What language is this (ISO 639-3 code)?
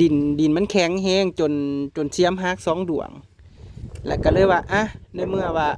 tts